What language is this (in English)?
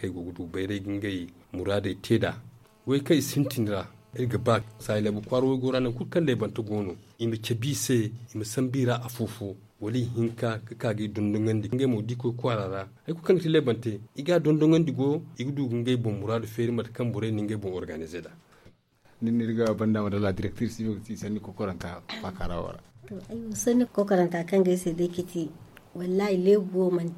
Zarma